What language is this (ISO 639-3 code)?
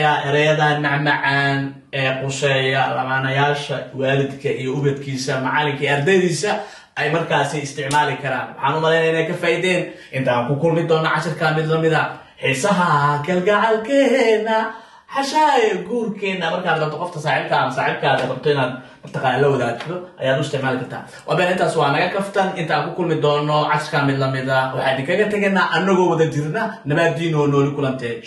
som